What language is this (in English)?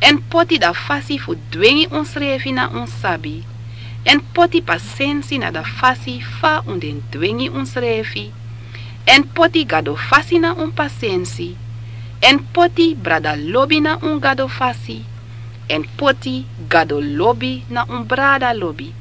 Sranan Tongo